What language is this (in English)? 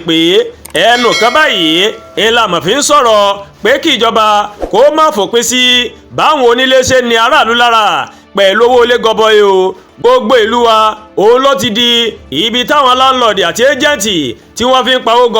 Yoruba